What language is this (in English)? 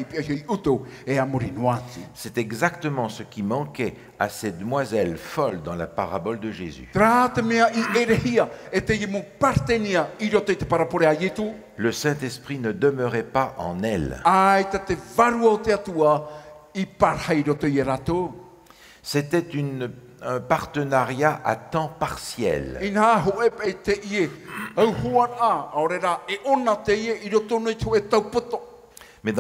Tahitian